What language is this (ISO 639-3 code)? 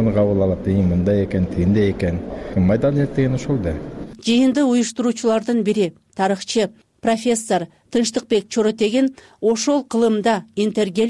kir